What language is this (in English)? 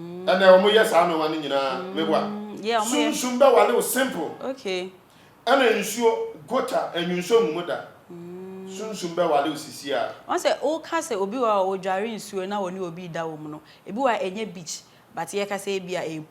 Akan